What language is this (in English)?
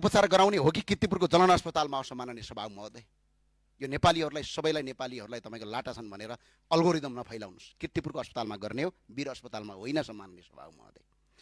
Nepali